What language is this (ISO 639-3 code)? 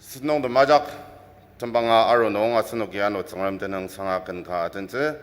njo